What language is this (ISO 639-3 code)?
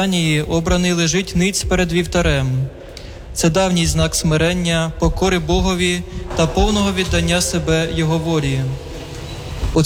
ukr